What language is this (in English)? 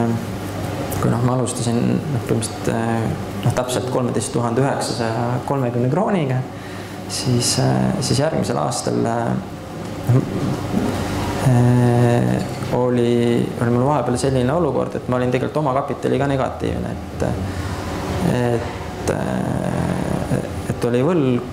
Estonian